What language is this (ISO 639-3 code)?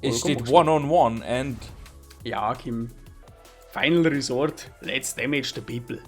bar